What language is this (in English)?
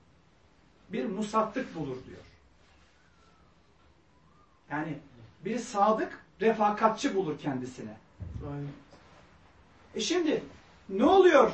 Turkish